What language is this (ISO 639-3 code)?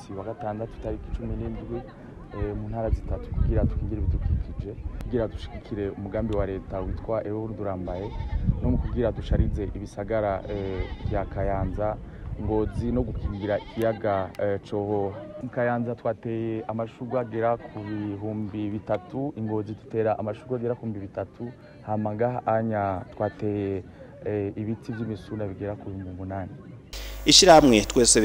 run